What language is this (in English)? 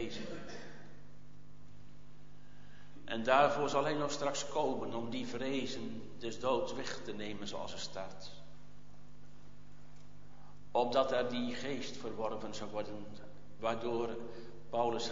Dutch